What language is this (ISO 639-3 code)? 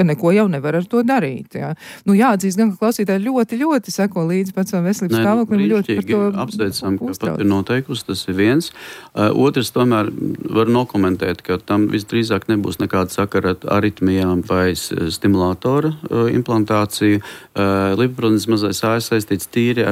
lav